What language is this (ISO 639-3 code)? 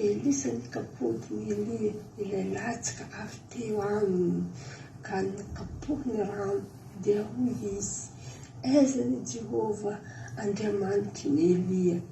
mlg